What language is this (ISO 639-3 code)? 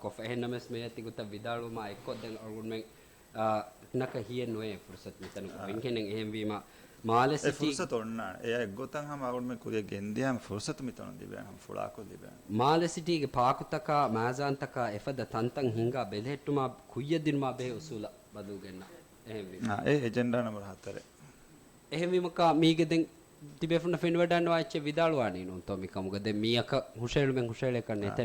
div